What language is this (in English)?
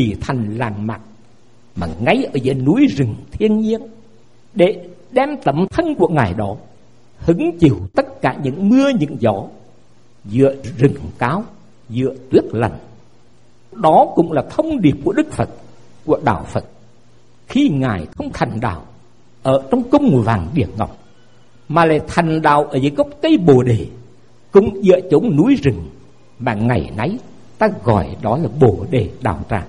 Vietnamese